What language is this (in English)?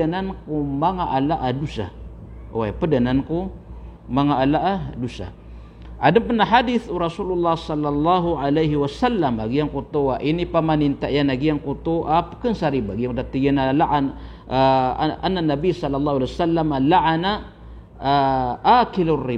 Maranao